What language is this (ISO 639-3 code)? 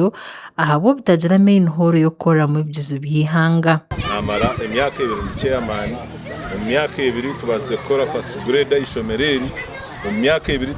nyn